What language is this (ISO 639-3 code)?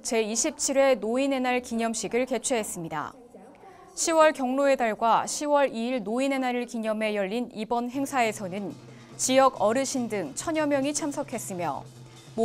kor